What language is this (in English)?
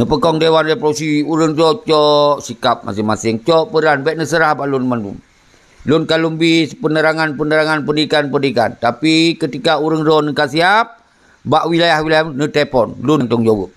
Achinese